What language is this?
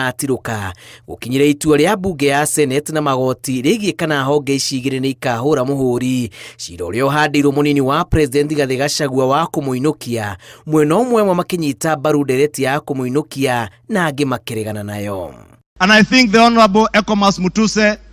Kikuyu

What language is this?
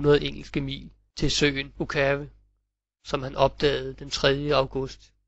Danish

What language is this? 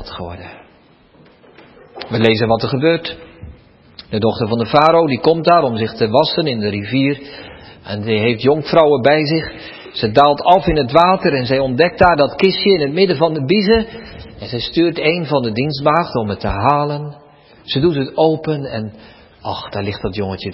Dutch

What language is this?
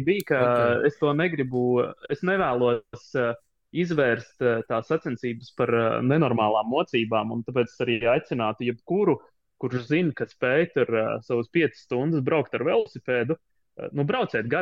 Latvian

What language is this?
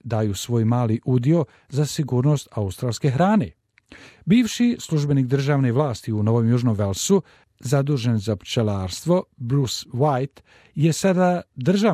Croatian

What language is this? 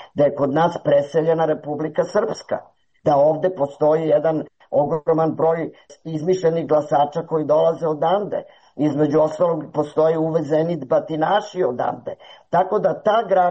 Serbian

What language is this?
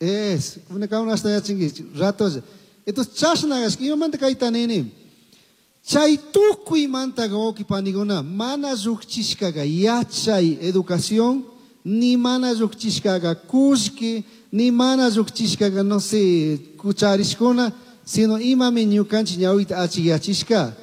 Chimborazo Highland Quichua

